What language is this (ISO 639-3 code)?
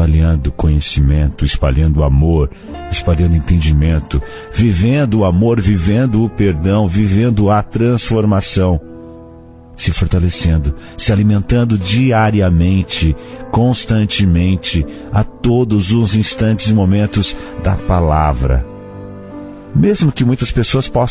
por